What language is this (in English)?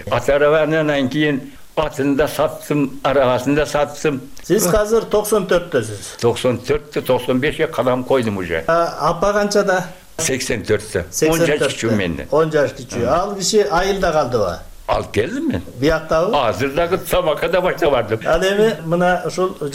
Kyrgyz